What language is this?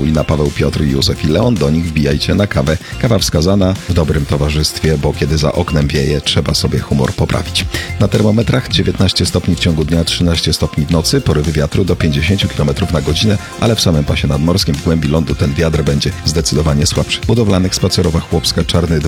Polish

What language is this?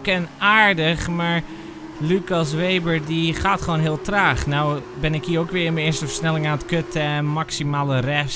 Dutch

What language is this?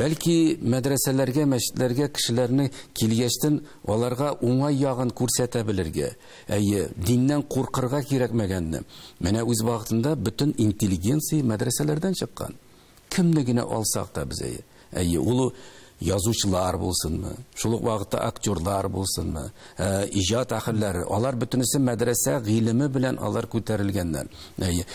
Tatar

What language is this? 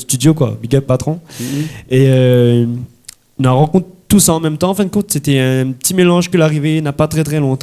Réunion Creole French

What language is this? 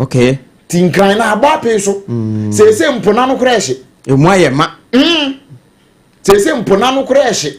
Akan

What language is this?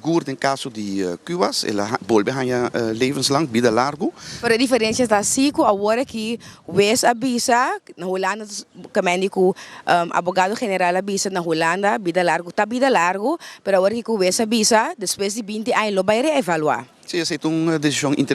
Papiamento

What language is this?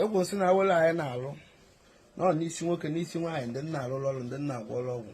Igbo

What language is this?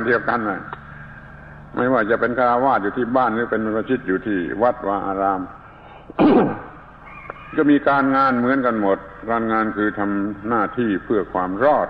Thai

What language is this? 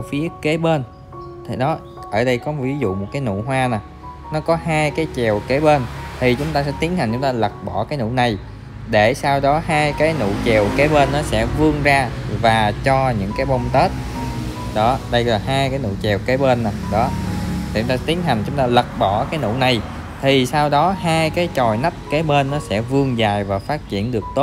Vietnamese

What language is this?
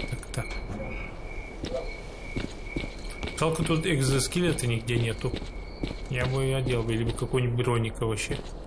Russian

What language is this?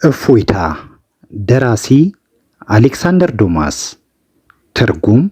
Amharic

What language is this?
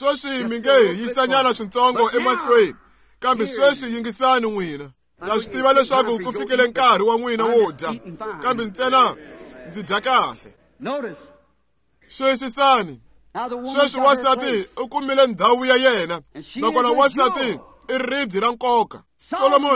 Tsonga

